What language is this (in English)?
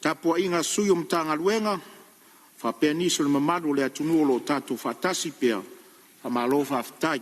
Samoan